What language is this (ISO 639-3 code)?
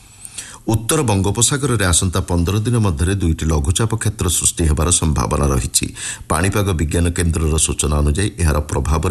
ori